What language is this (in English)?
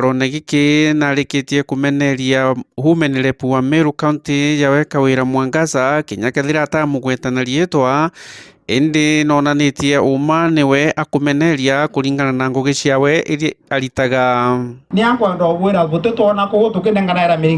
Meru